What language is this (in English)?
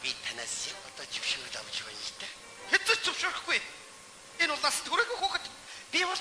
Mongolian